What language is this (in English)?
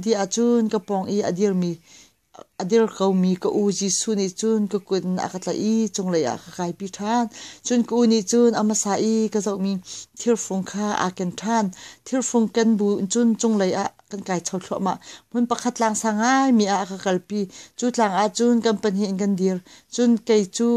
Hakha Chin